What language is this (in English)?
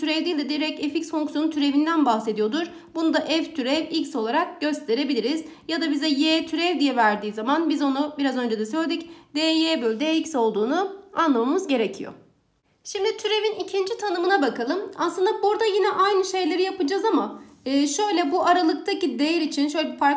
Turkish